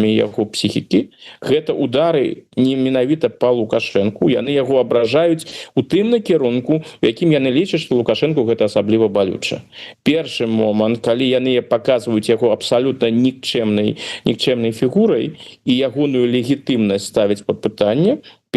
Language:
Belarusian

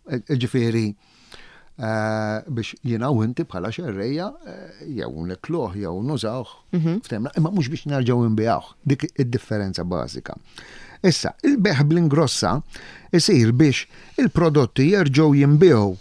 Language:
Maltese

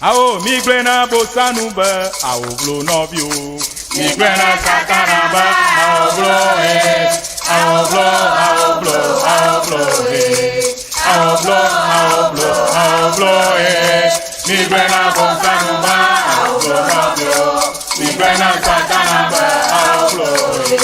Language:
Ewe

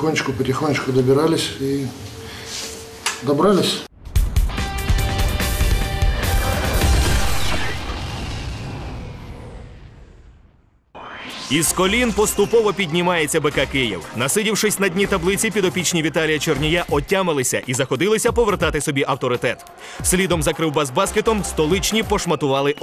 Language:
Ukrainian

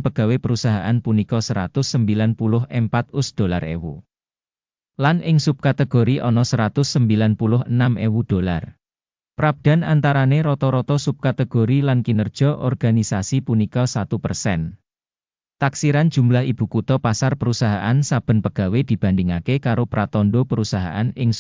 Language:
Javanese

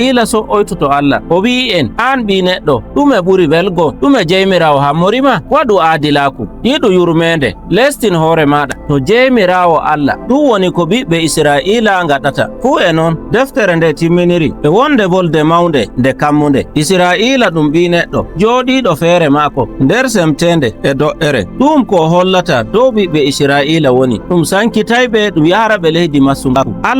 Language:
Nigerian Fulfulde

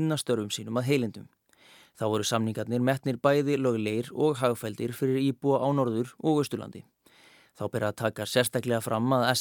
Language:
Icelandic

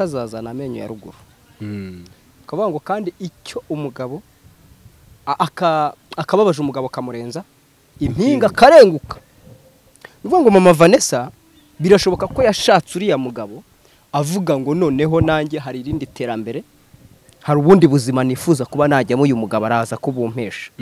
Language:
Kinyarwanda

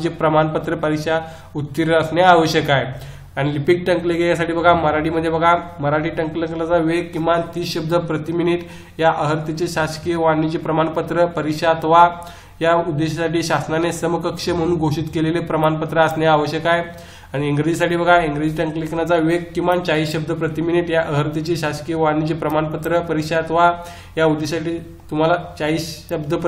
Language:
Marathi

